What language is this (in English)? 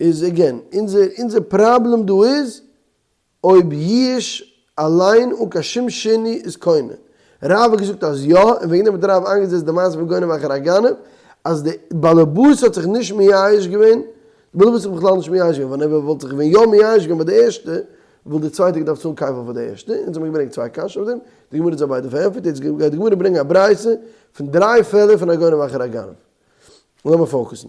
Yiddish